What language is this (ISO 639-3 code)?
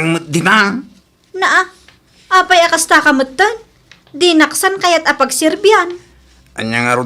ilo